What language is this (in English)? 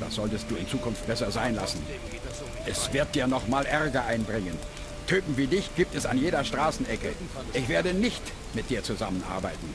Bavarian